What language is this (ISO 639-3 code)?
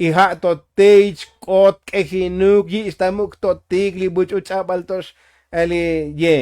tzo